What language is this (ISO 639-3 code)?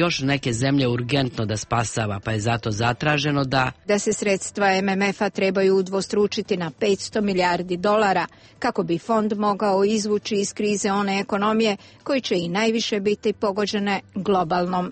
srp